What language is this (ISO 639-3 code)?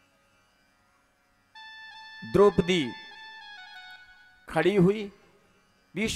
hin